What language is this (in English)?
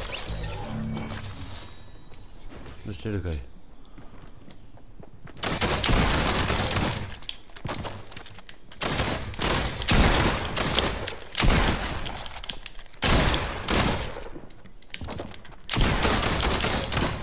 English